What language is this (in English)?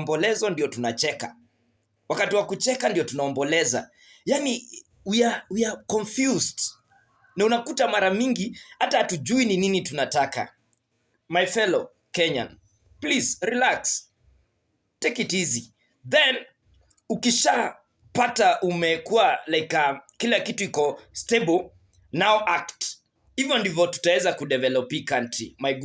Swahili